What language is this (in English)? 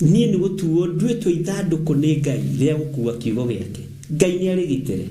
Kikuyu